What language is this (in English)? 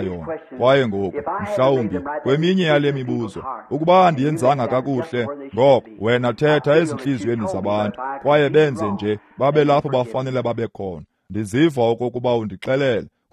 Xhosa